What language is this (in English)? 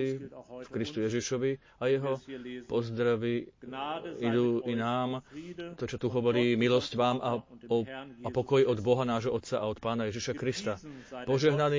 Slovak